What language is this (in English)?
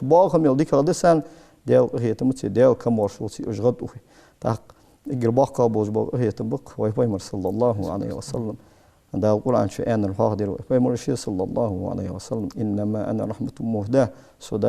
Ingush